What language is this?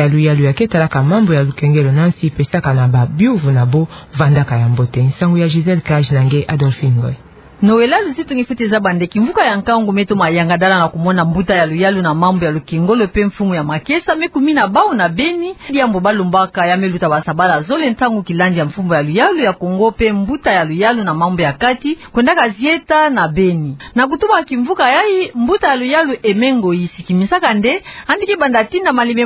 Kituba (Democratic Republic of Congo)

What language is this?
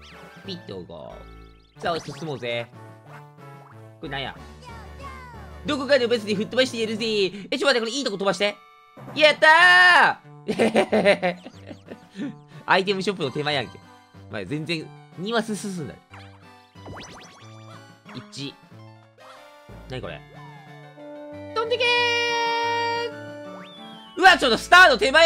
Japanese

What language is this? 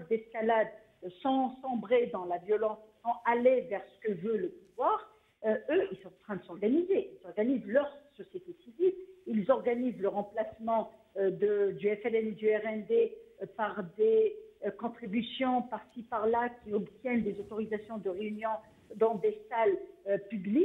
French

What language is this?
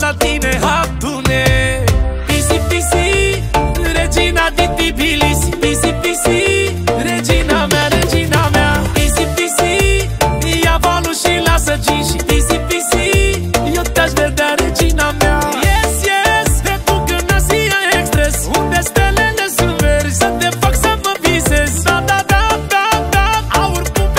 Romanian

